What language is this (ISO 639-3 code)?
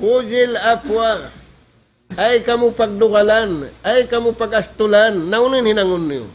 tsg